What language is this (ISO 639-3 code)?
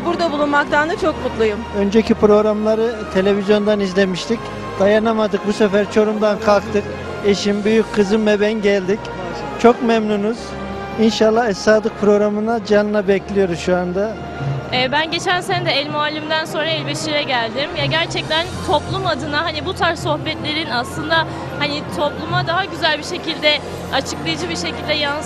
tur